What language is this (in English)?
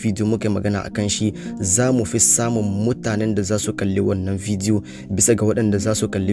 Hausa